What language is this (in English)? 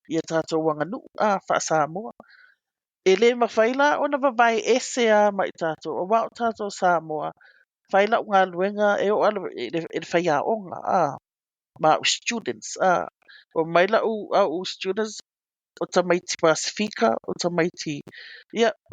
Samoan